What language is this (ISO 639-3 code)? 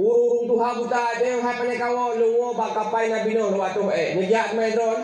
ace